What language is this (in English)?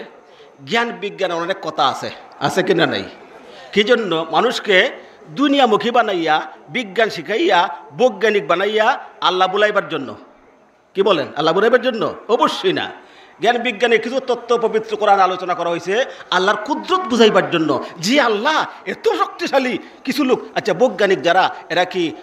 Sylheti